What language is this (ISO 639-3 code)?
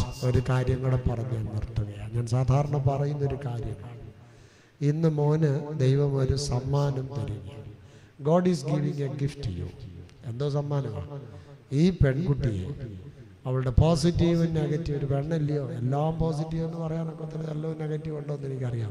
mal